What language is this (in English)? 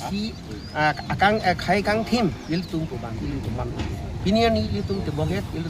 Karbi